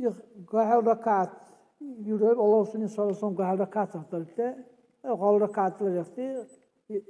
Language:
Dargwa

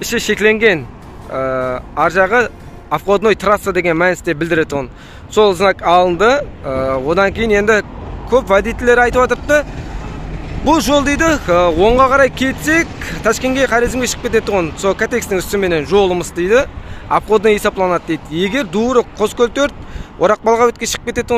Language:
Kazakh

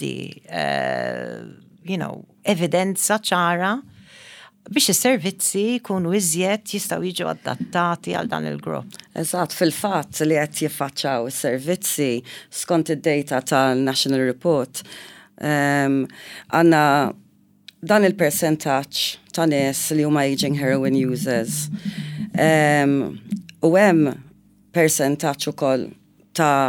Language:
Maltese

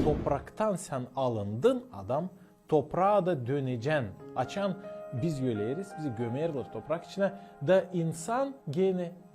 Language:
Gagauz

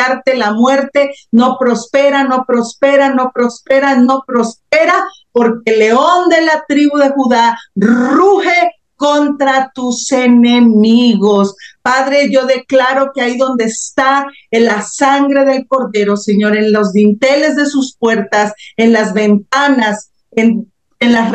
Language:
Spanish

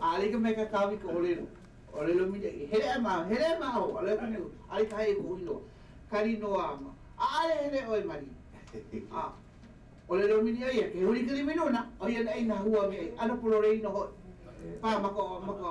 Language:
Hawaiian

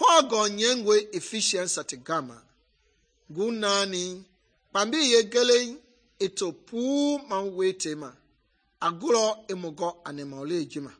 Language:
Mende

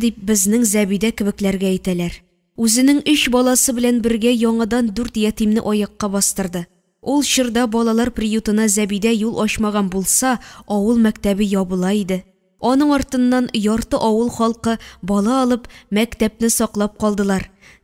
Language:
Tatar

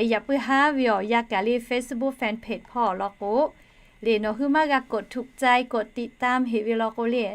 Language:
Lahu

